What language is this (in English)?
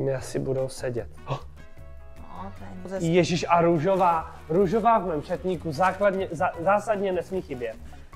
Czech